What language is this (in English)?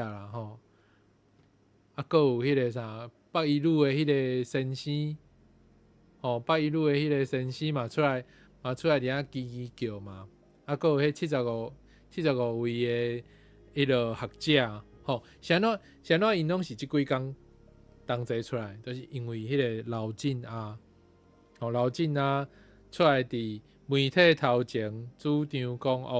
Min Nan Chinese